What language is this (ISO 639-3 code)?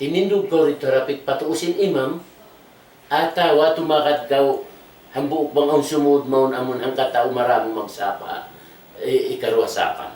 tsg